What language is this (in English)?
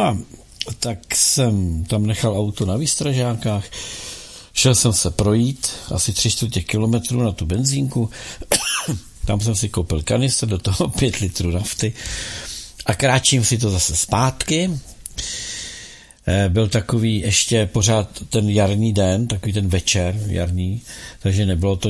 Czech